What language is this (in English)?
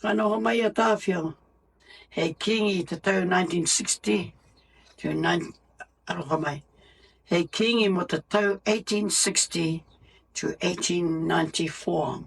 Māori